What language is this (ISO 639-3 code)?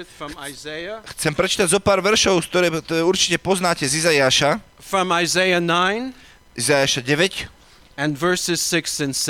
slk